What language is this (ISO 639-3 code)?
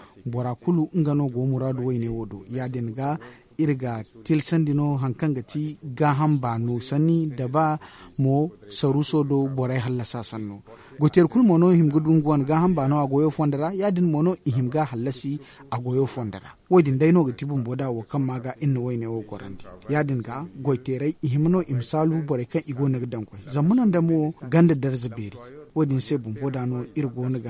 dje